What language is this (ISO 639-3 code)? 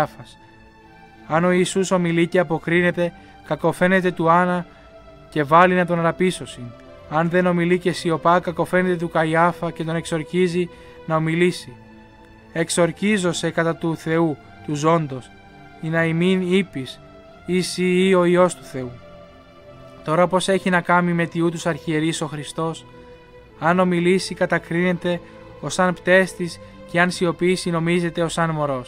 ell